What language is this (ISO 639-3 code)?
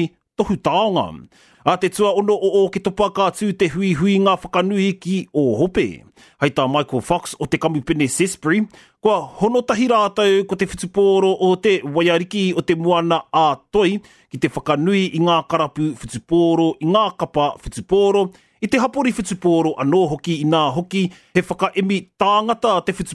mri